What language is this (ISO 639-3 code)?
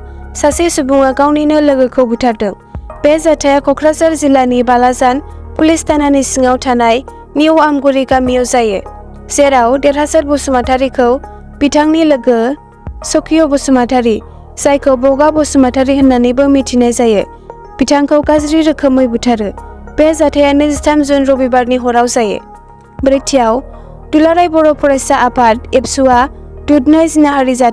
brx